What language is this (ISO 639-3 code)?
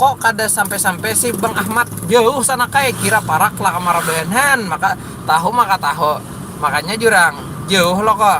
bjn